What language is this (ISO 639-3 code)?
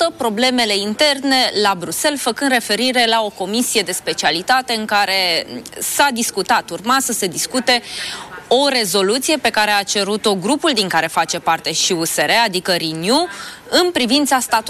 ron